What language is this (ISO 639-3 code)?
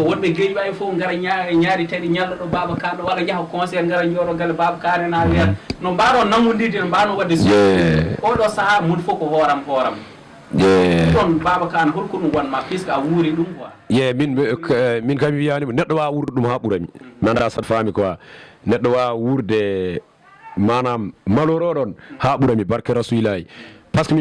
ful